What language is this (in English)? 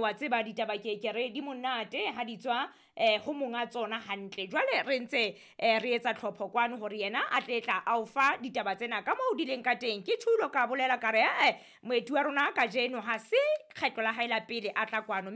Southern Sotho